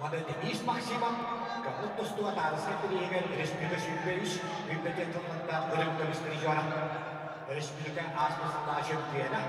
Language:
Yakut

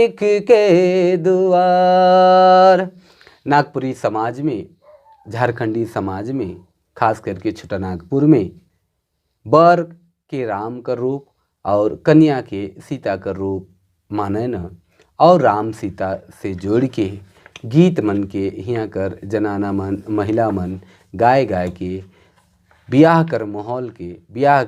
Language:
Sadri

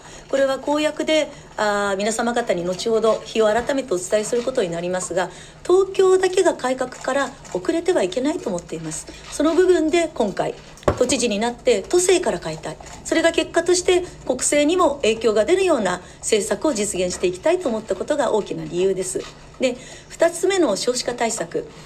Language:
Japanese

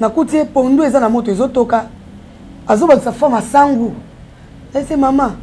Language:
Lingala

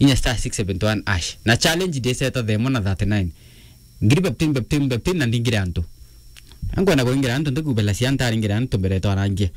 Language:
Meru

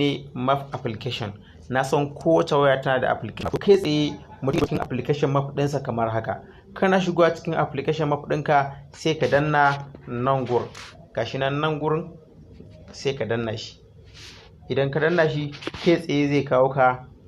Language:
Hausa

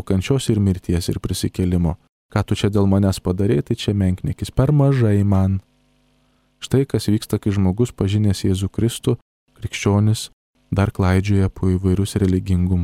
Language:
Lithuanian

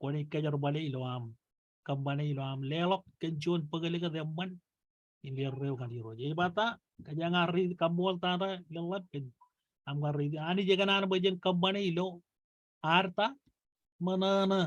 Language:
Marshallese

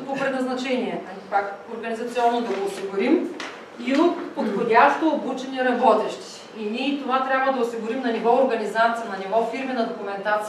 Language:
Bulgarian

